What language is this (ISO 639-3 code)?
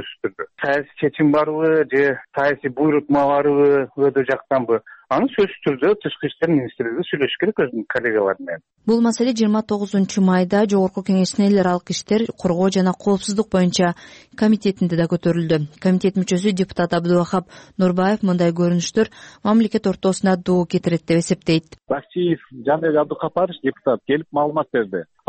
kir